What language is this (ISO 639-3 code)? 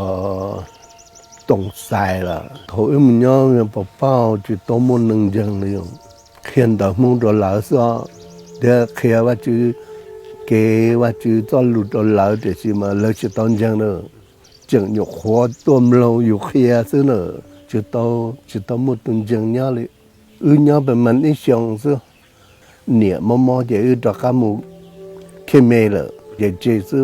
hmn